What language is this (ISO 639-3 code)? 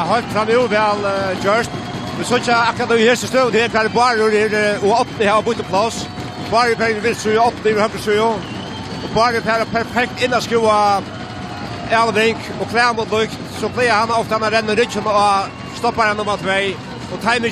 fao